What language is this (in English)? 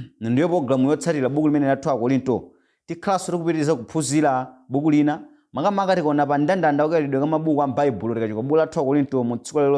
Nyanja